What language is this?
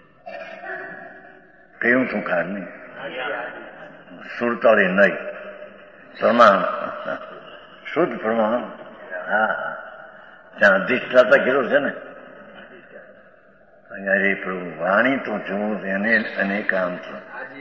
Gujarati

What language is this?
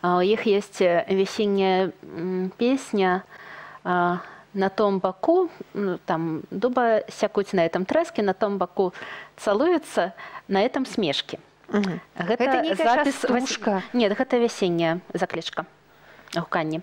Belarusian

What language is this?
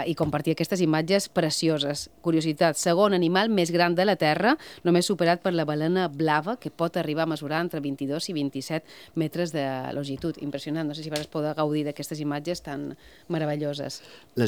Catalan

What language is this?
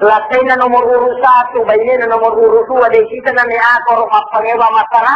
Buginese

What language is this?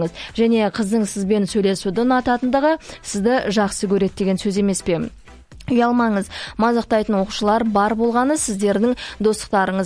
Kazakh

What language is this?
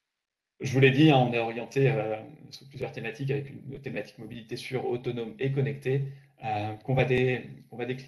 French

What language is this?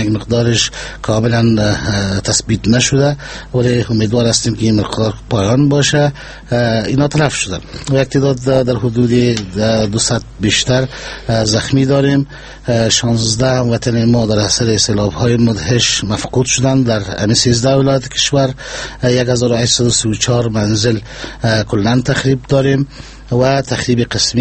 Persian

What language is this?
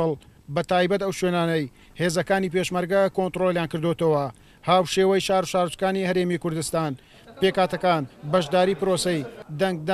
Central Kurdish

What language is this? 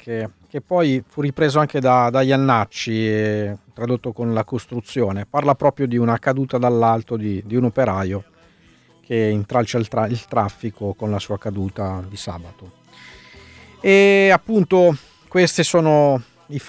Italian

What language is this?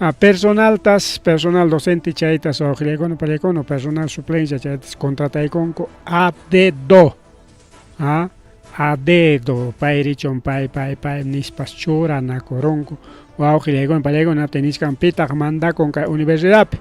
Ayacucho Quechua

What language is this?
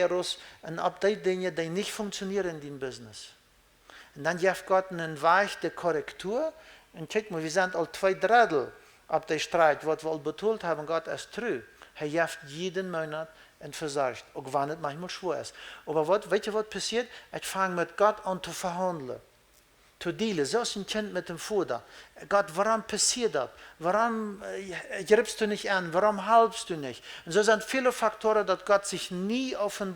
Plautdietsch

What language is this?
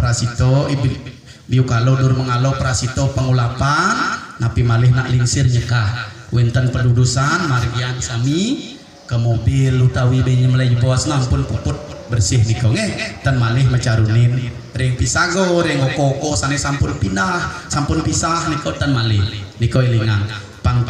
Balinese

